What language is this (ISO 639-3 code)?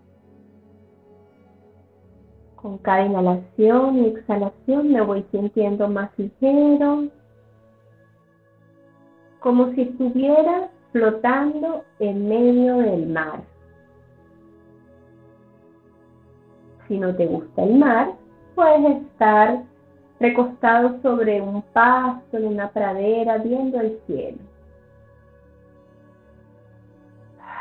spa